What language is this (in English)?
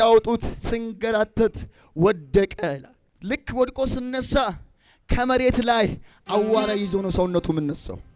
Amharic